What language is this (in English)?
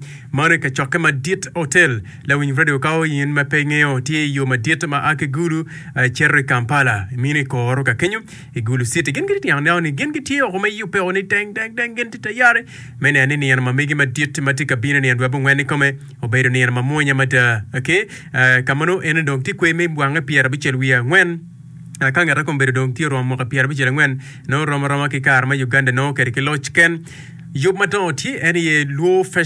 Acoli